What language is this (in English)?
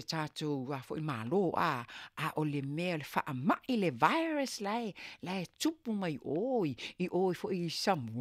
Samoan